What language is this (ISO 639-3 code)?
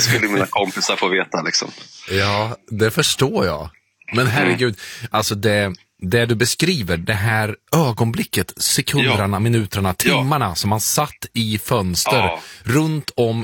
swe